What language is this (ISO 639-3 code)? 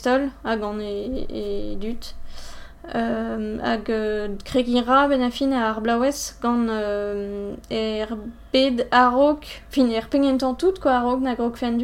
bre